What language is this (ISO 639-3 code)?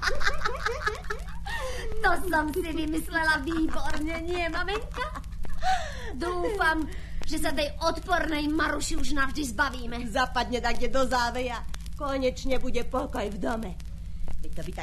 slk